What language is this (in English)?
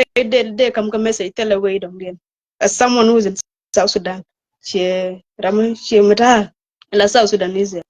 Nuer